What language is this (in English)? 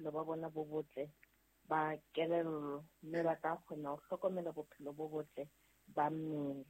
Southern Sotho